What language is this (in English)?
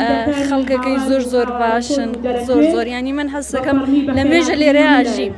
Central Kurdish